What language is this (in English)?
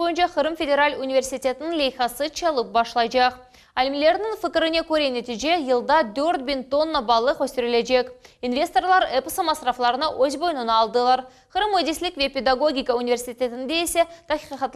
Crimean Tatar